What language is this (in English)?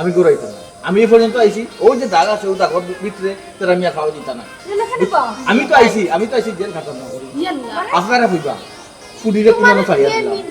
Sylheti